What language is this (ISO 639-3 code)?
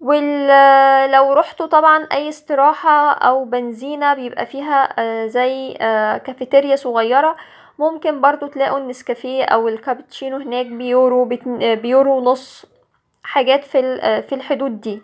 arz